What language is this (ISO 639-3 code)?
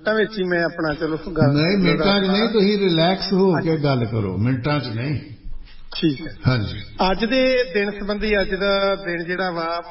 pan